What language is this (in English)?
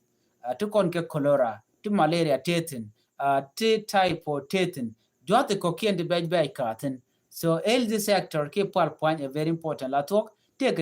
Nuer